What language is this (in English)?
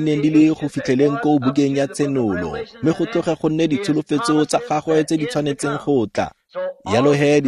Tswana